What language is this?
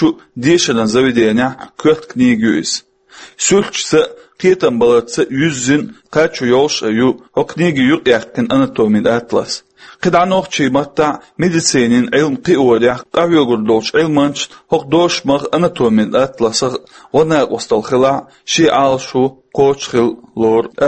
Chechen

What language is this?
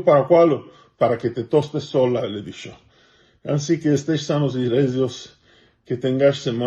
Ladino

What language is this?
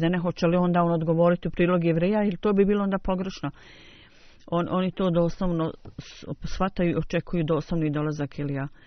Bosnian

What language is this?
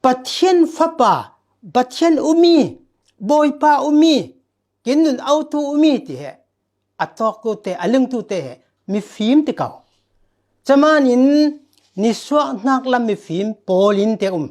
Falam Chin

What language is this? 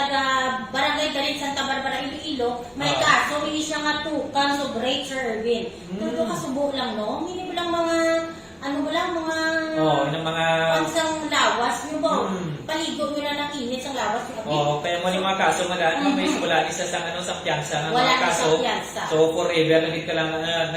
Hiligaynon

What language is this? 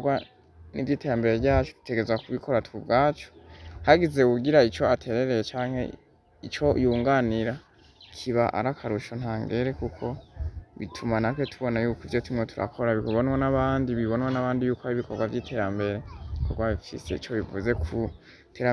Rundi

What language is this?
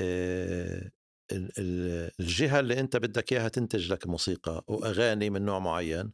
North Levantine Arabic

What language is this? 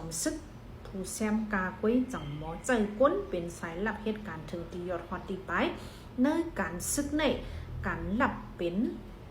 Shan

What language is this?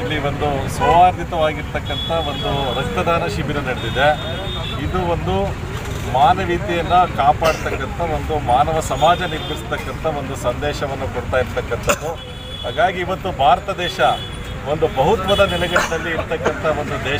Kannada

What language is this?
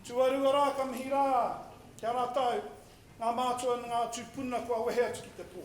Māori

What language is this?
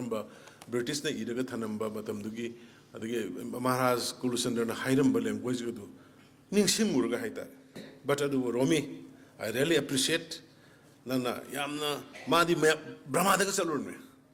Manipuri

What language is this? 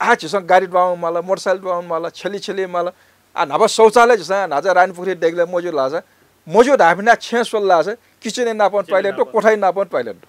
Newari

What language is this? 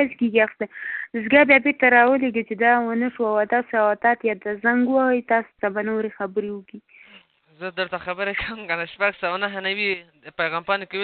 Pashto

